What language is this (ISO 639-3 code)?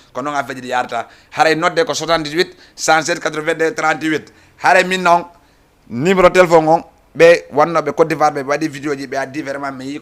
ful